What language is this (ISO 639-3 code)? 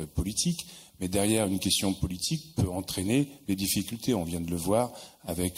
fra